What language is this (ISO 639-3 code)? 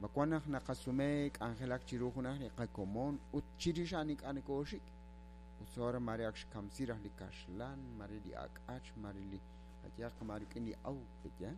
kek